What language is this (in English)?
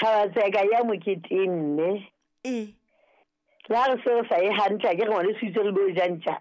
Southern Sotho